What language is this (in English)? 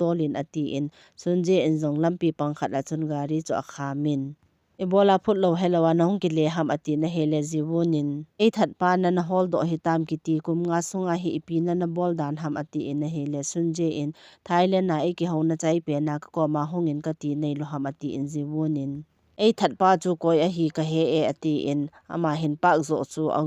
Thado Chin